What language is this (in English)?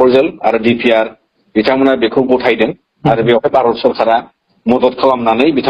Bodo